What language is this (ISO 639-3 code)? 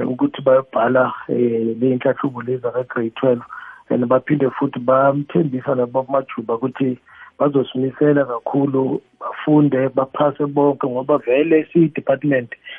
nbl